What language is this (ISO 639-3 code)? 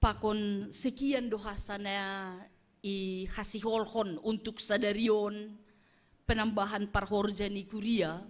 bts